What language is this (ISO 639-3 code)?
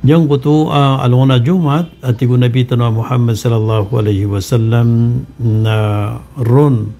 mrw